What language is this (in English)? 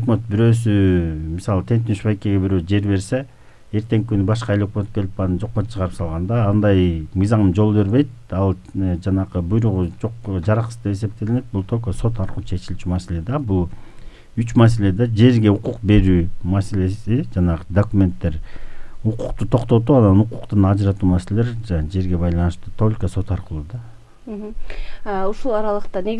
Kyrgyz